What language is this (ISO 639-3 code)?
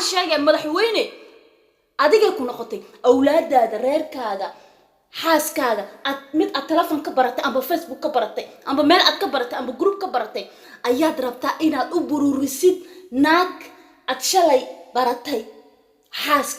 som